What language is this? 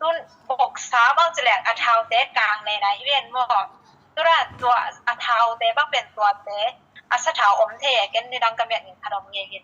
Tedim Chin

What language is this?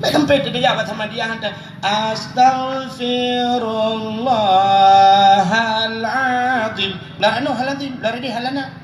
Achinese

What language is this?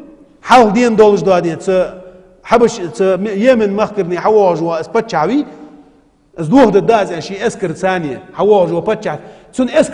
Ingush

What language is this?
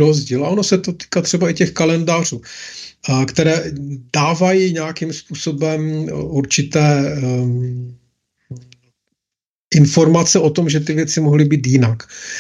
Czech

